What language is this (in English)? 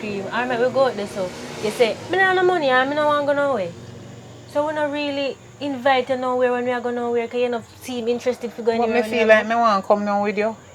Jamaican Creole English